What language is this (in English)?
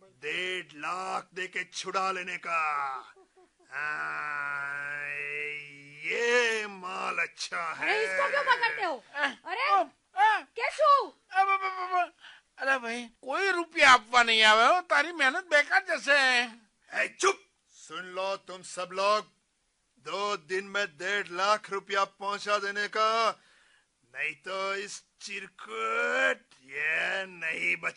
Gujarati